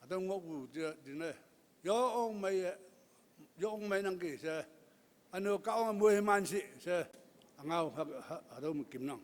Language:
Konyak Naga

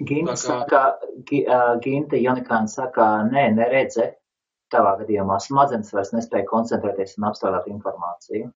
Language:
Latvian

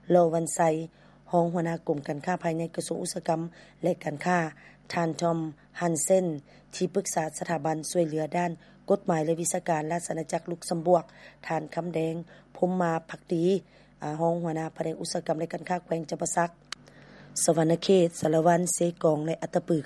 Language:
Lao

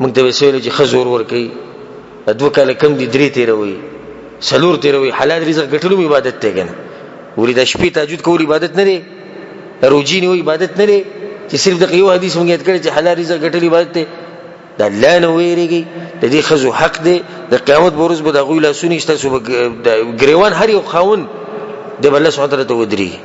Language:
Pashto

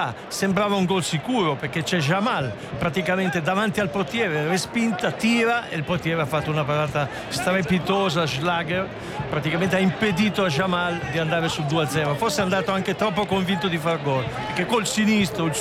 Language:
Italian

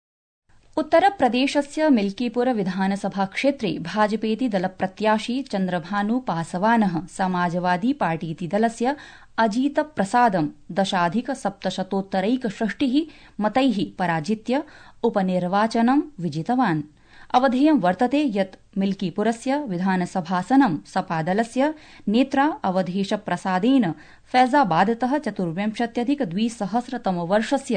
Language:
Sanskrit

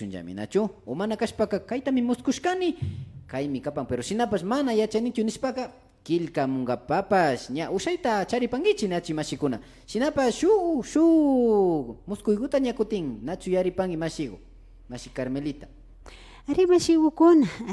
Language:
Imbabura Highland Quichua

